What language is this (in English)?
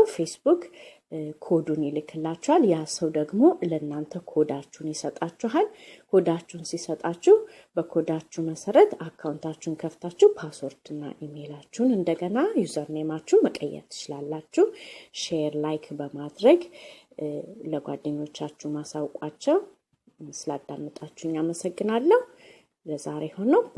Amharic